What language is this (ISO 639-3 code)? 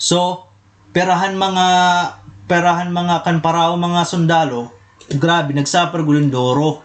war